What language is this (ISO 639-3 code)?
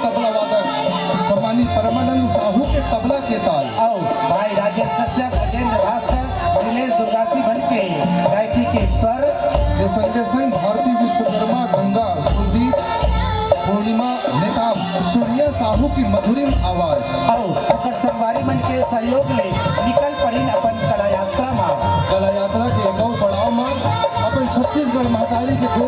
hne